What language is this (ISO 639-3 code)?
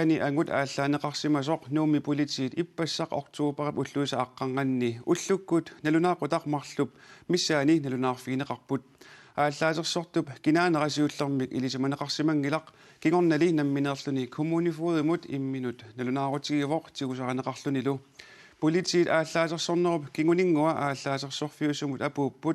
kal